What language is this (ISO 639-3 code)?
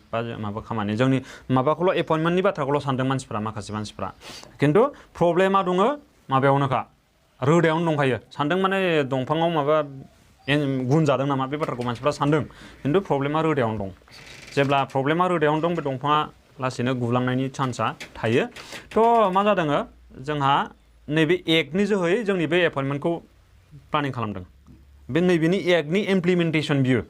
brx